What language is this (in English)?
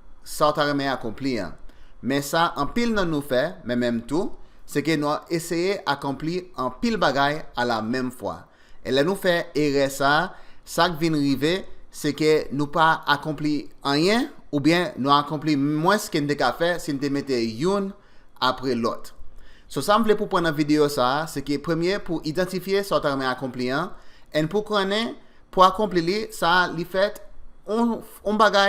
Haitian Creole